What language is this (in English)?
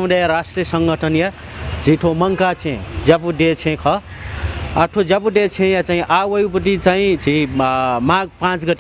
Newari